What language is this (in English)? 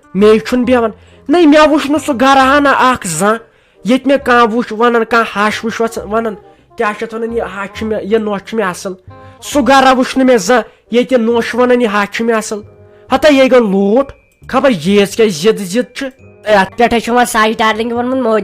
Kashmiri